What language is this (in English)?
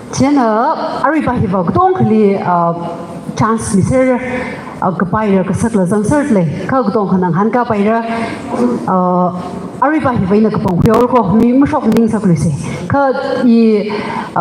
Tangkhul Naga (India)